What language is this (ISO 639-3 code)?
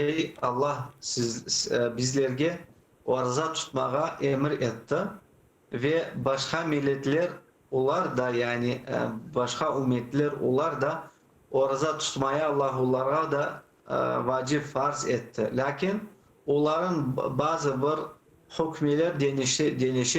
crh